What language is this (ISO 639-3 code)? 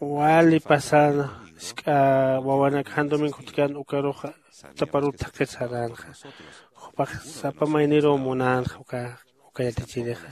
aym